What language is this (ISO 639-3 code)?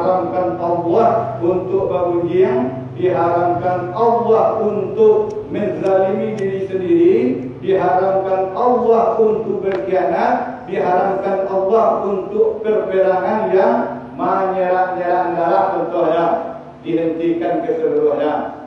min